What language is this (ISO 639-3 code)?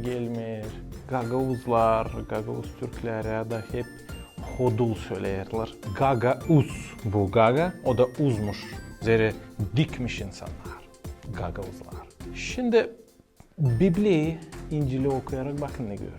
gag